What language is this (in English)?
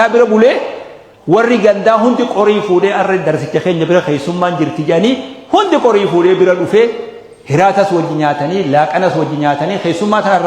Oromo